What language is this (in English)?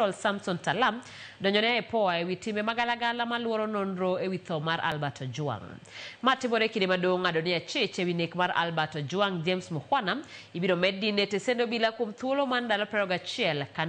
Luo (Kenya and Tanzania)